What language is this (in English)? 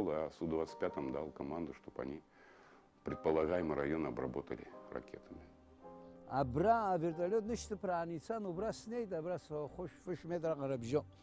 Abkhazian